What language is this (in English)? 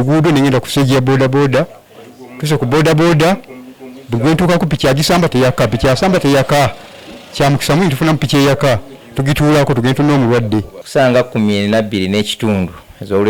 Ganda